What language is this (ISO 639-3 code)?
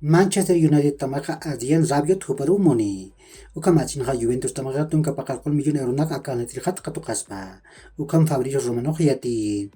aym